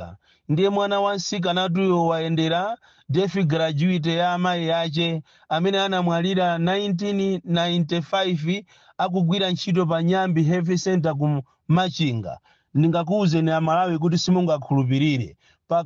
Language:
Nyanja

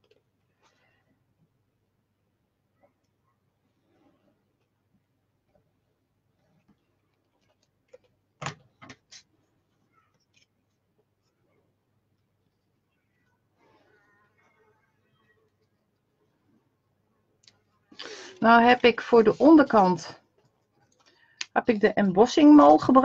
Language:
Dutch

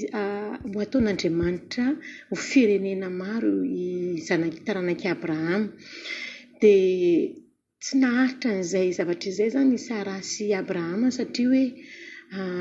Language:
Malagasy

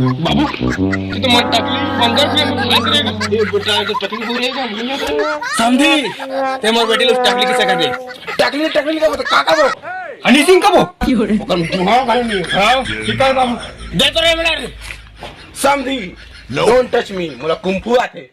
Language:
Chhattisgarhi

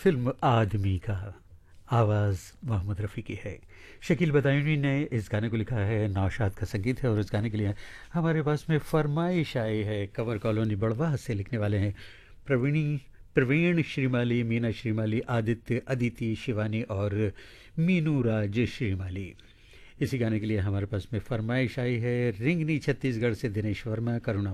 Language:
Hindi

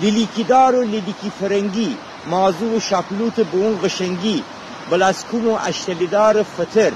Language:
Gilaki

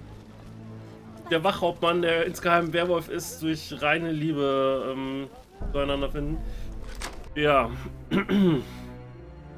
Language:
German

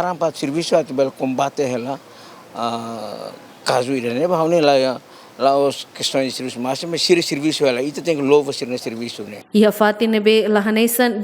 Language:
Tetum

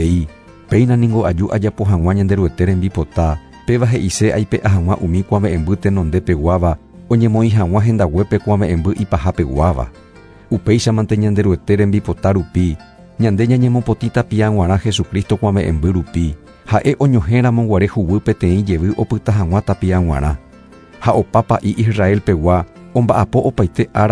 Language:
Guarani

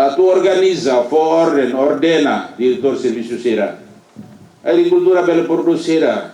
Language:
Tetum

